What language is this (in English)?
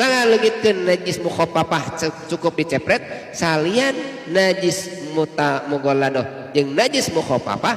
Sundanese